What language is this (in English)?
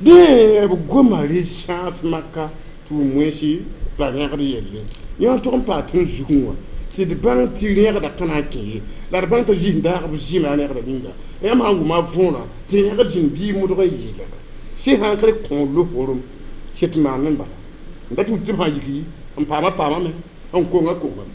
Mossi